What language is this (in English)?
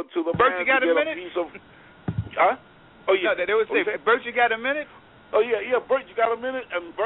English